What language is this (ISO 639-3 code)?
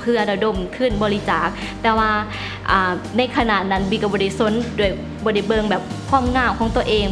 lao